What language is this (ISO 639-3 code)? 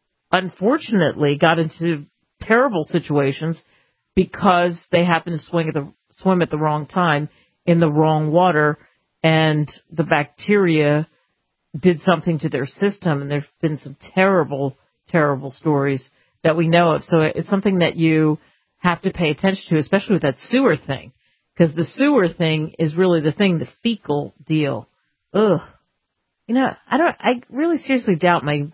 eng